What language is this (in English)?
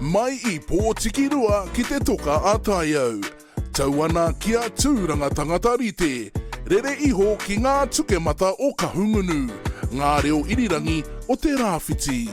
Māori